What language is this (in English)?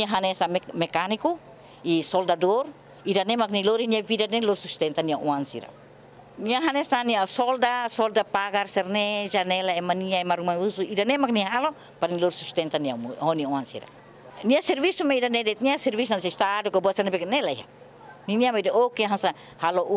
Tetum